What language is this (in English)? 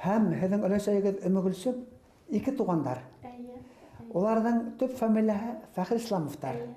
Bashkir